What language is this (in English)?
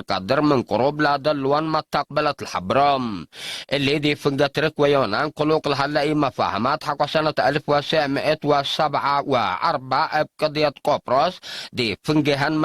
Tigre